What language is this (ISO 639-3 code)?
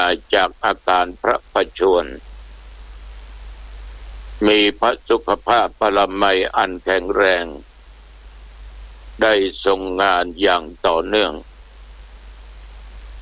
tha